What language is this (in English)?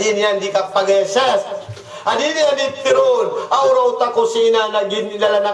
Maranao